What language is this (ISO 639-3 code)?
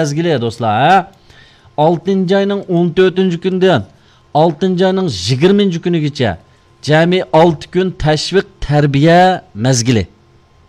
uig